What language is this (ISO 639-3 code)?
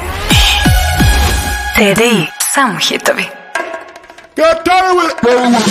srp